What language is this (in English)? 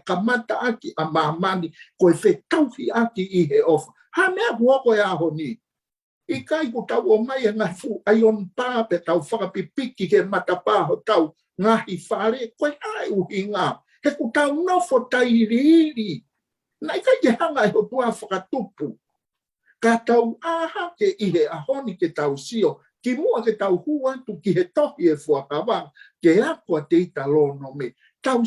Tongan